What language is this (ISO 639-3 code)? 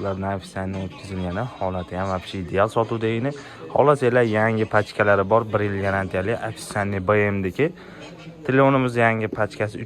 uzb